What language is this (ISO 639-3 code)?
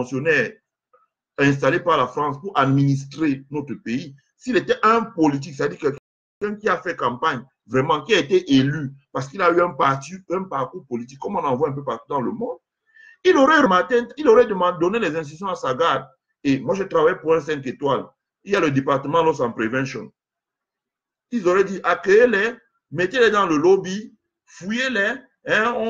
fra